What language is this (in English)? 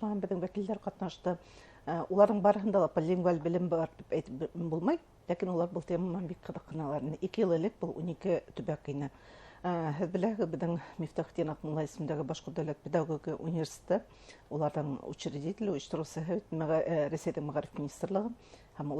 Bashkir